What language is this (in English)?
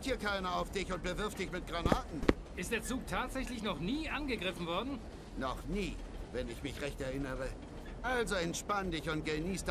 Bavarian